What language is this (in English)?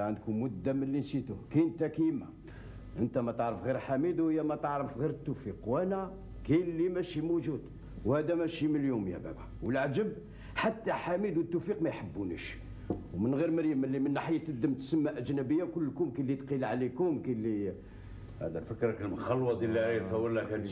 Algerian Arabic